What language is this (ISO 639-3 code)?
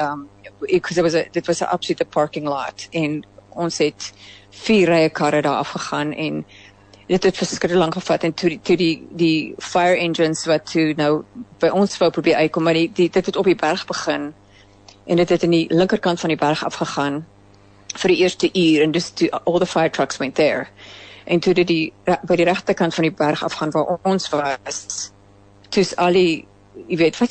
afr